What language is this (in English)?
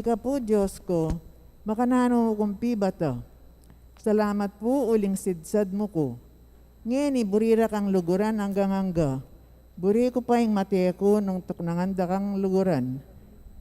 Pampanga